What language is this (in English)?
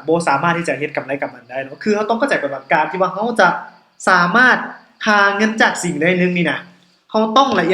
Lao